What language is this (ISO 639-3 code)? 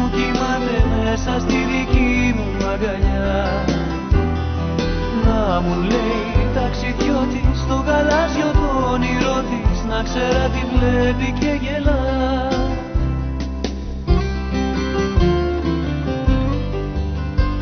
ell